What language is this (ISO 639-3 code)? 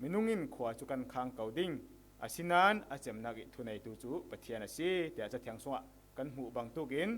cfm